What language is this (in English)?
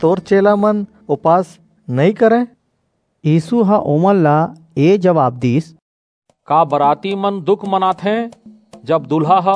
Chhattisgarhi